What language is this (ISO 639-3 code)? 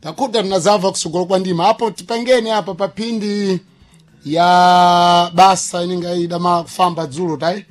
seh